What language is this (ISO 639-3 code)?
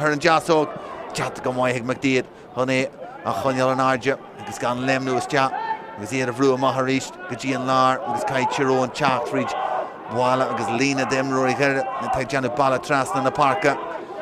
gle